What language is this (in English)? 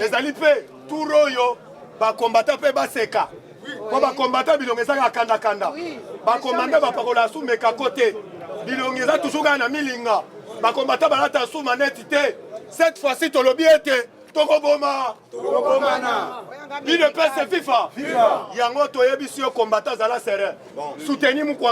Lingala